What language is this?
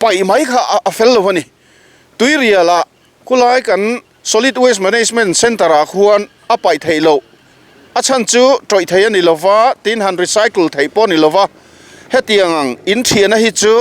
Mizo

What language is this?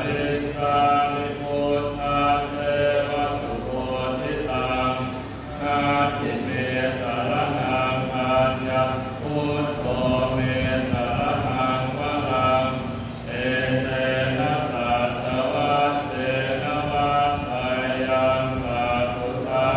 Pali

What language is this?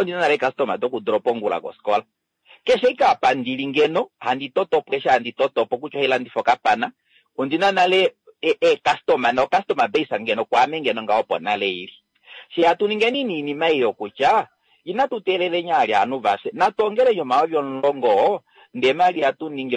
Kuanyama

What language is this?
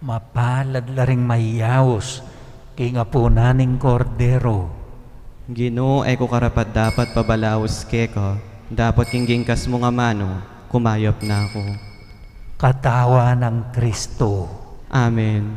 Pampanga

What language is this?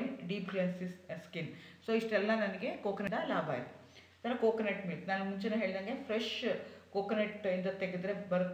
Kannada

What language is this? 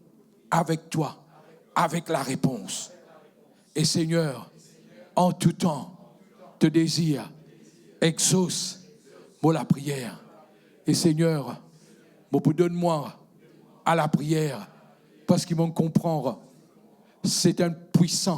Morisyen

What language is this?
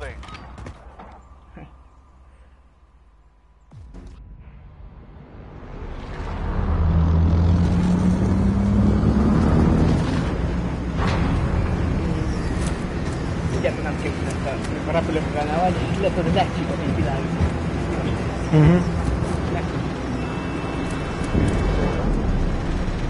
Hungarian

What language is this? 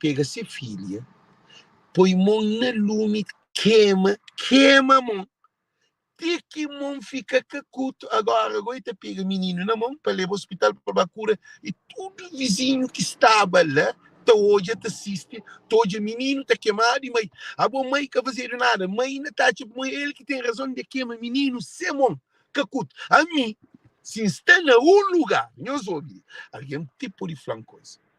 Kabuverdianu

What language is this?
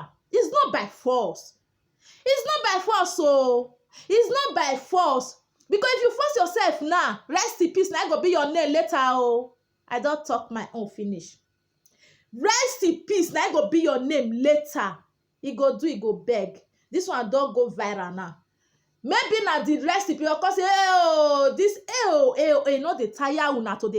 Nigerian Pidgin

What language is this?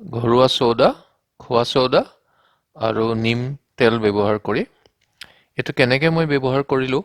Assamese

